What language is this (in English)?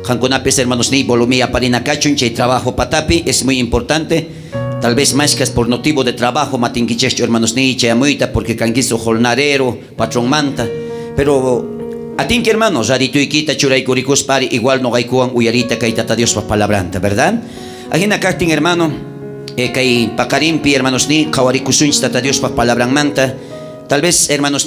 South Bolivian Quechua